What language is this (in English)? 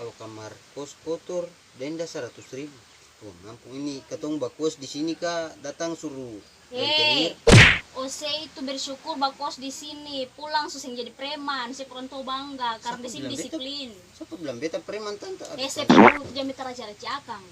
Ambonese Malay